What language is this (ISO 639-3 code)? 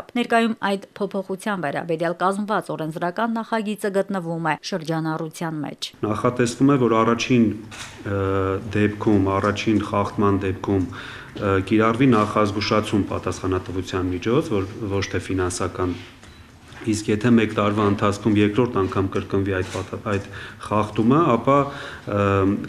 hye